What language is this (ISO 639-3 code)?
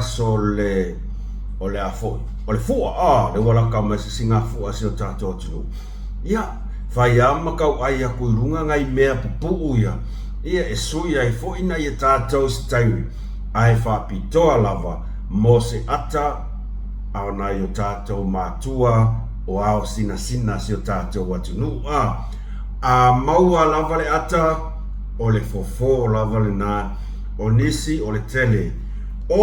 smo